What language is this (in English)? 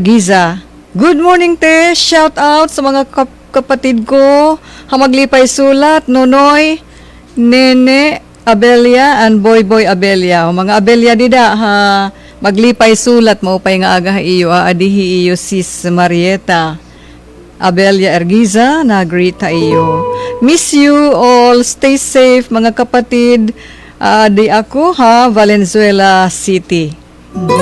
Waray